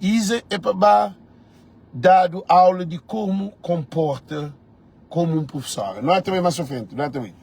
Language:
Kabuverdianu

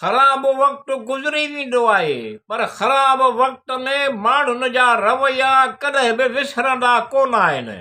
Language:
Sindhi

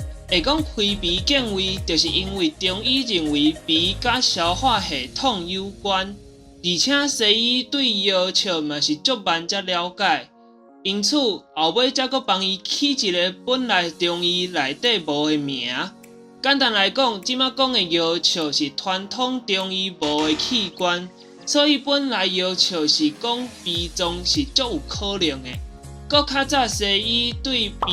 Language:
Min Nan Chinese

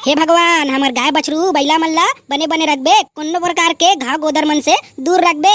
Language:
Chhattisgarhi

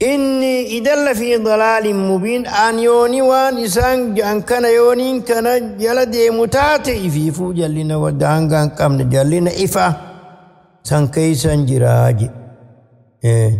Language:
Oromo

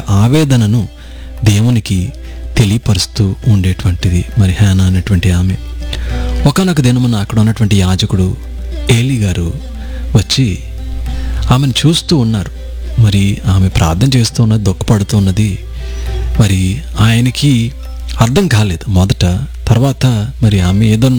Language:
Telugu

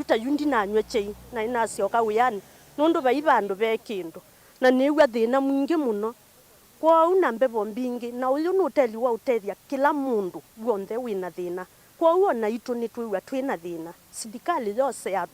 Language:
Kamba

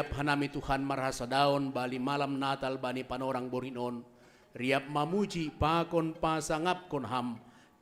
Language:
Batak Simalungun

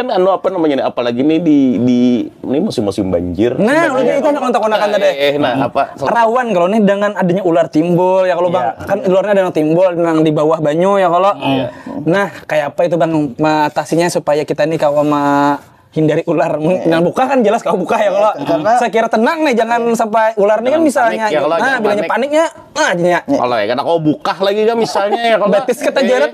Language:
Banjar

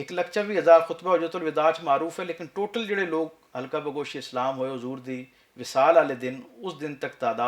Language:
Western Panjabi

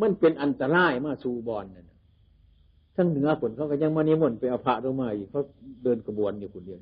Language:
Northeastern Thai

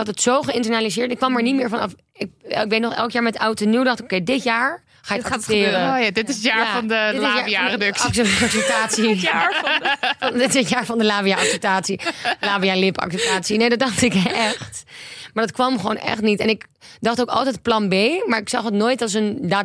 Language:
Dutch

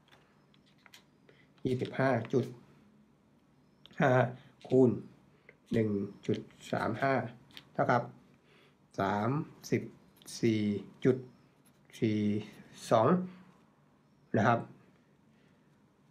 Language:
Thai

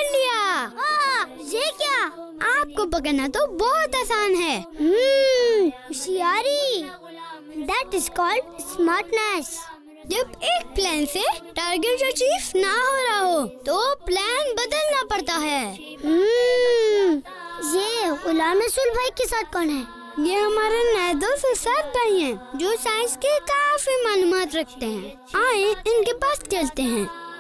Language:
Urdu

